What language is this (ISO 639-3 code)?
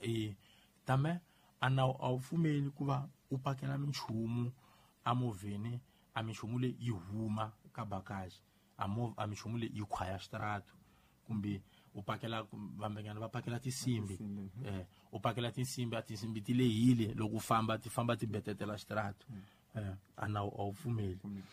tso